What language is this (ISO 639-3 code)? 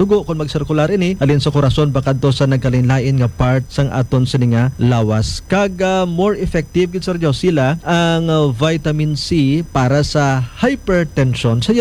hil